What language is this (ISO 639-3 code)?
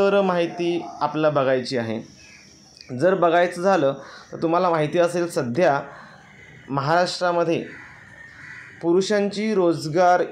mar